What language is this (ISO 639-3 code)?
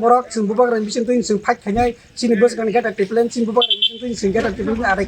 trp